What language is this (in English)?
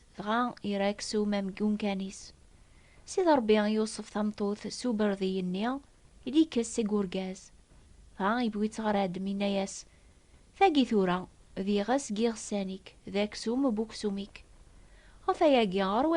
Kabyle